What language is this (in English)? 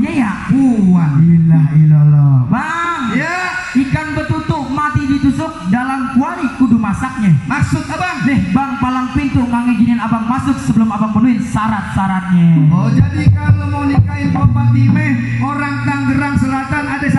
Betawi